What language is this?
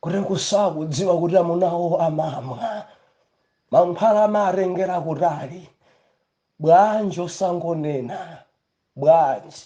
Nyanja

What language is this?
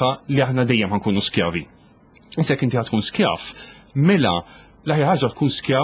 Maltese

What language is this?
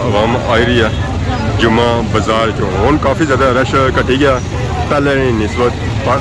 Pahari-Potwari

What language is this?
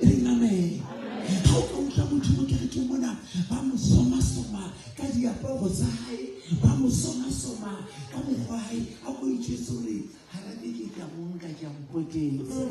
Southern Sotho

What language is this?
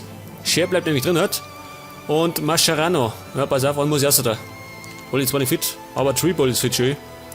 Bavarian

